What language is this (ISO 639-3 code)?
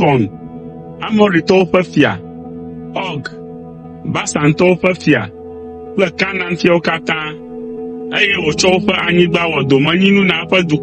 ewe